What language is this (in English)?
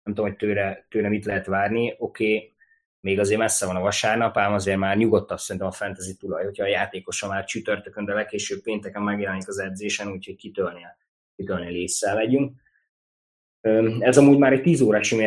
Hungarian